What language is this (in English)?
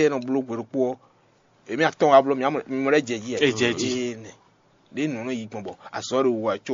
Fon